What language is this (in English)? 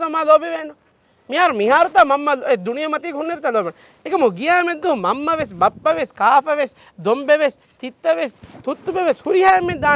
Divehi